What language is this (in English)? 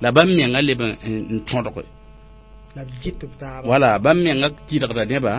Mossi